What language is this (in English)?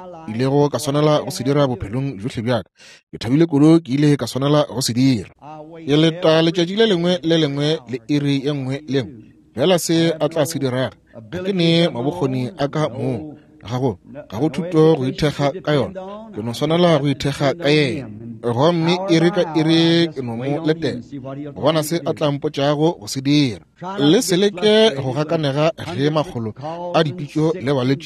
Northern Sotho